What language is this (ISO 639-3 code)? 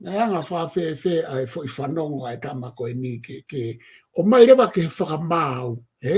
ton